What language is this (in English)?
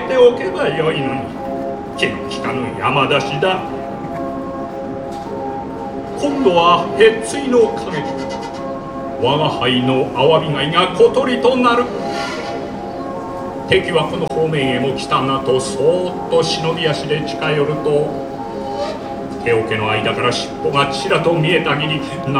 Japanese